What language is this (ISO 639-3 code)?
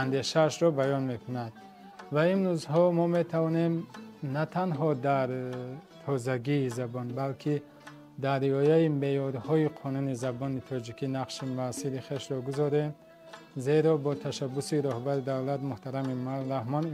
tgk